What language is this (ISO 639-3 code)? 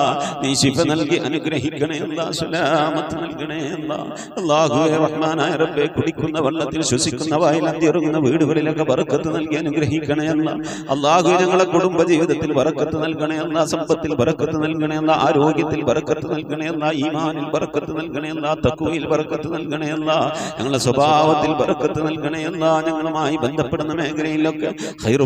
mal